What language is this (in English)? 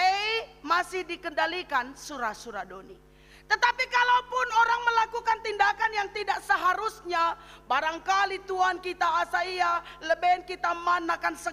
Batak Karo